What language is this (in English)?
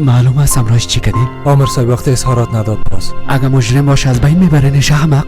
Persian